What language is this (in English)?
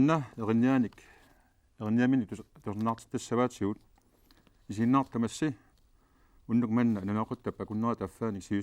Kalaallisut